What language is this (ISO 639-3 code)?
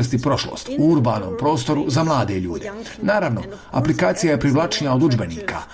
hrv